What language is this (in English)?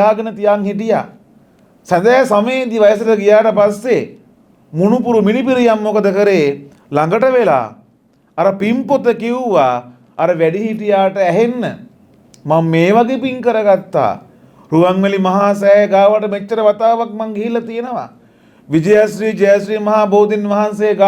Sinhala